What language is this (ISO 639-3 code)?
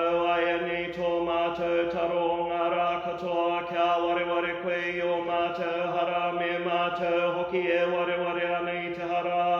mri